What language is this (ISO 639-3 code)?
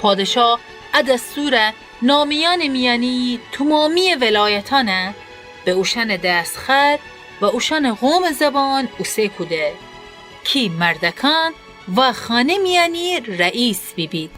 glk